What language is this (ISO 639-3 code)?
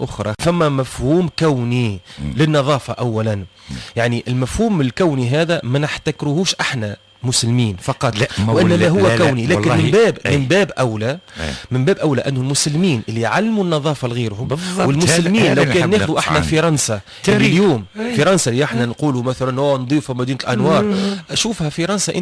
aeb